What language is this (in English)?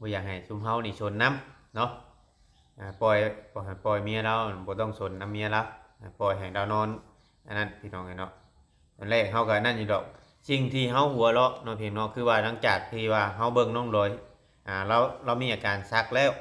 Northeastern Thai